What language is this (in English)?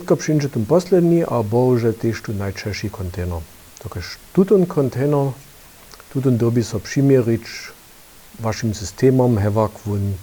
Upper Sorbian